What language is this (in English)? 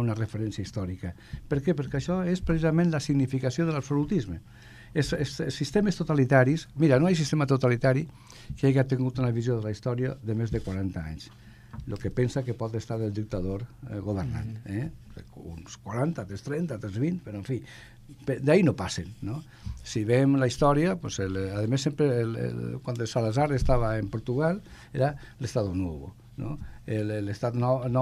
Catalan